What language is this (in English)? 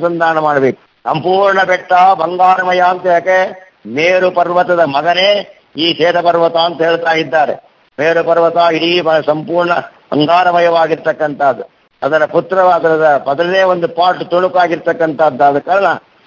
Kannada